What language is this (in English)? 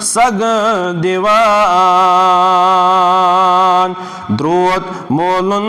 Kashmiri